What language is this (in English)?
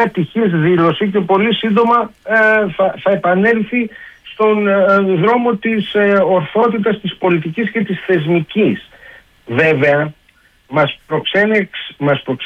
Greek